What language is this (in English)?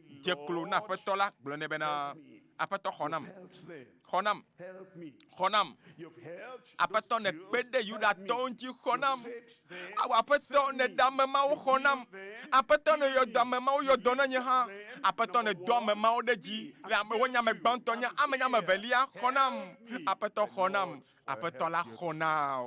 Ewe